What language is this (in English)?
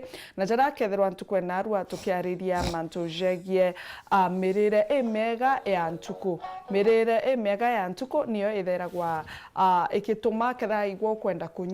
Meru